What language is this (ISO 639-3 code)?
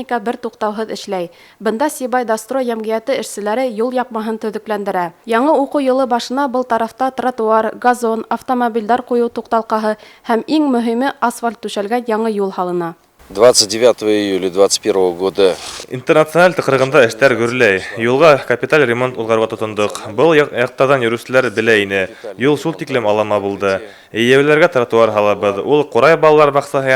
bak